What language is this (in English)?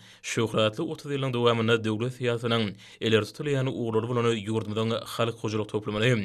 Turkmen